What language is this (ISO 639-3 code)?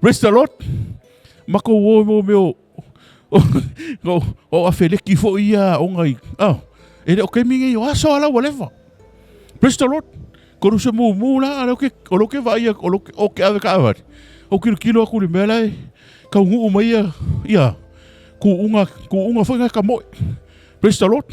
smo